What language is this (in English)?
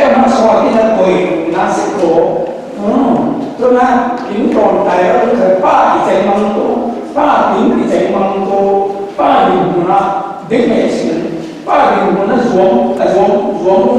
Falam Chin